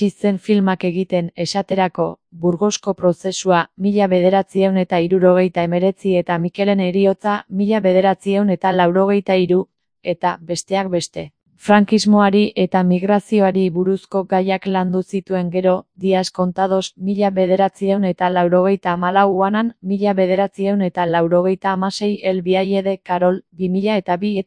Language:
Basque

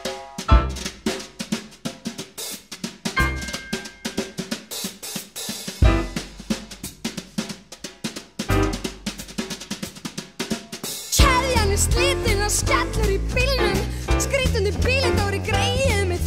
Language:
Icelandic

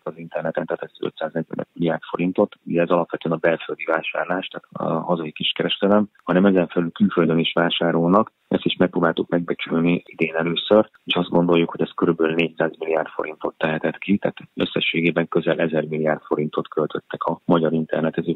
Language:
Hungarian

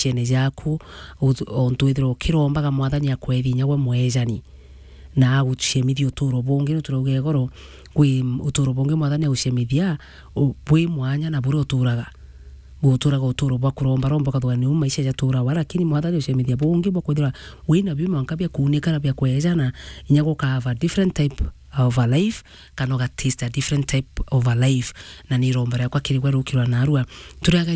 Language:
Meru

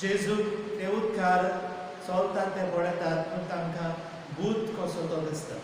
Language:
Konkani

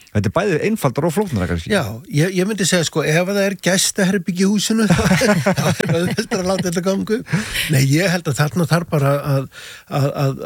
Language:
Icelandic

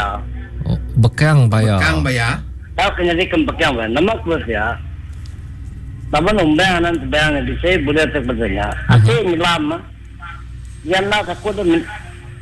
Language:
Malay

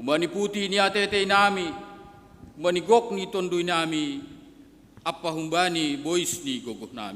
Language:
Batak Simalungun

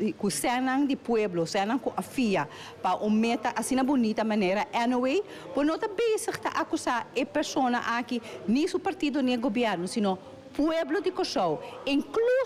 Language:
Papiamento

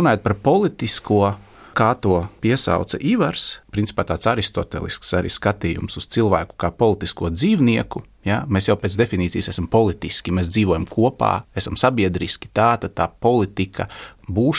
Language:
Latvian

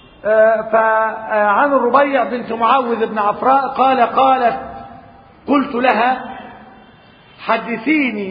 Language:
Arabic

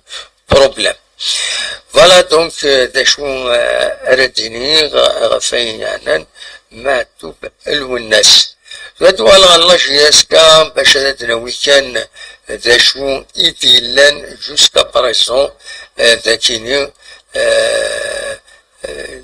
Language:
Kabyle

